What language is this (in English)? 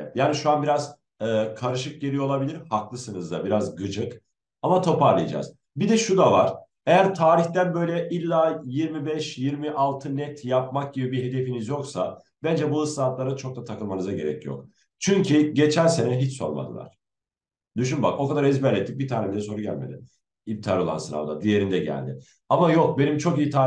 Turkish